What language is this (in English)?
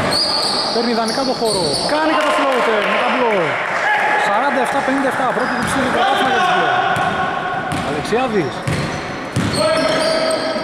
Greek